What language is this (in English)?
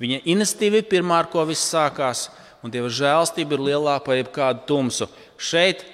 Latvian